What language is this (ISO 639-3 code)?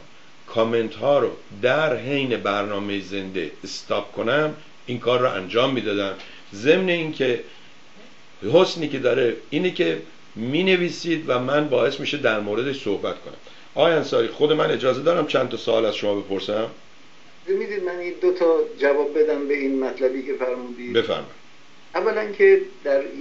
fas